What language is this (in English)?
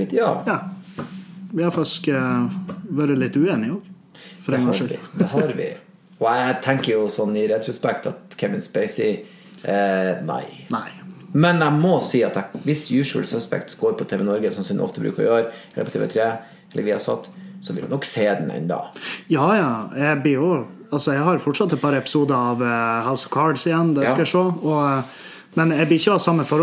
Norwegian